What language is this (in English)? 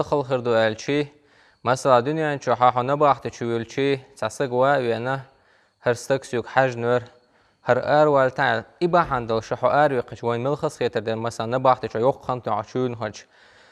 Chechen